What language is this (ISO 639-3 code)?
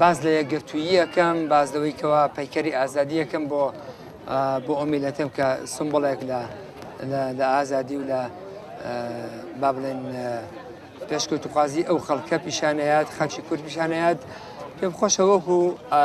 ckb